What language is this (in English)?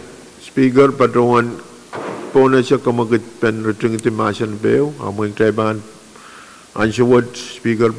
Pohnpeian